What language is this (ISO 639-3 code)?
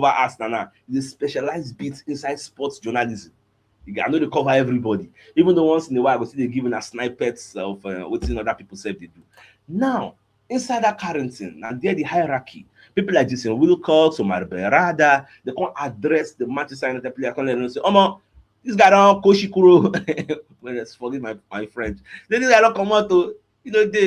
pcm